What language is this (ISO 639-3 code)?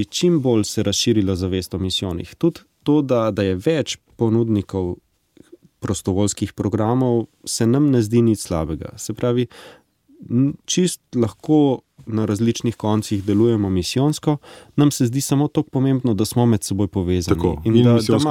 slv